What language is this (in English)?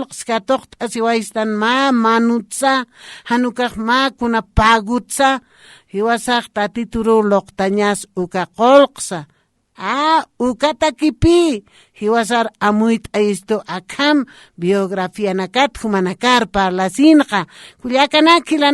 Aymara